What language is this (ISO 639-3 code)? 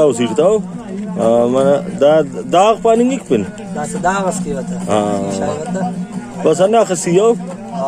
brh